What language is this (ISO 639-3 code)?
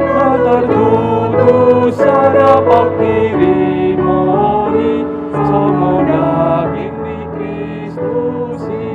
bbc